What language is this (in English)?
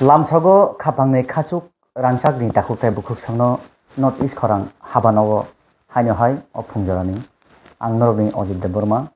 Kok Borok